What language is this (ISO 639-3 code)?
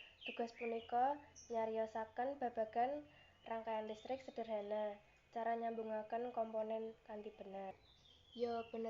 jav